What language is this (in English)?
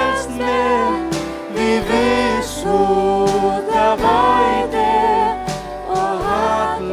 Faroese